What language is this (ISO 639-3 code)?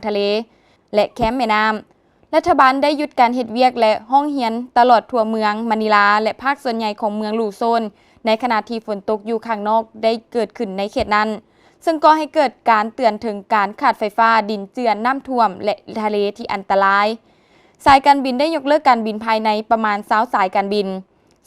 lao